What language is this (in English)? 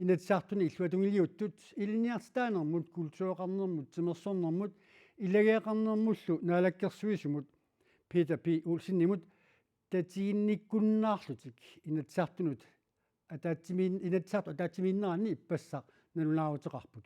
Kalaallisut